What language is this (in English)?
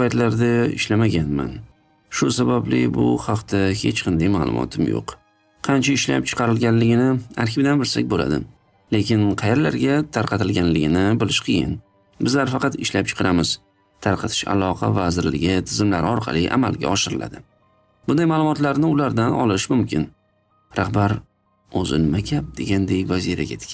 Uzbek